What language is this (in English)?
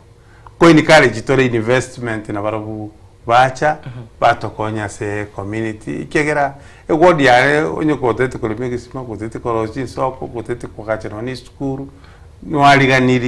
Gusii